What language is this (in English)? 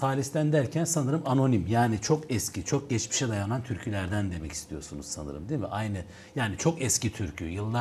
Gagauz